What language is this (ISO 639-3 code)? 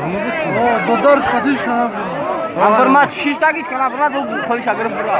tgk